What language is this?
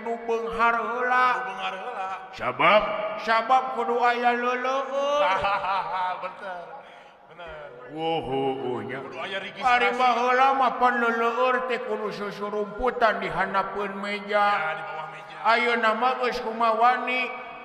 Sundanese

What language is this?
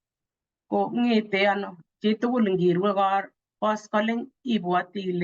Kalenjin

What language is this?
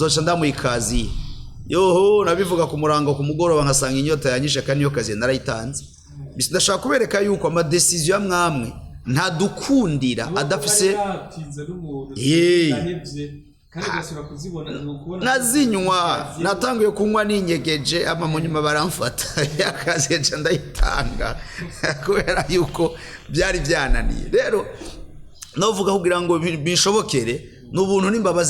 Rundi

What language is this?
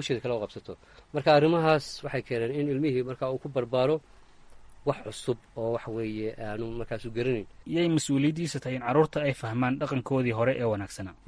Somali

